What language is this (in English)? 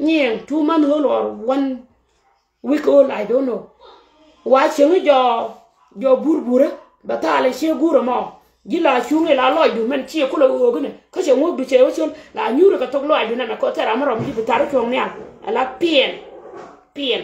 Nuer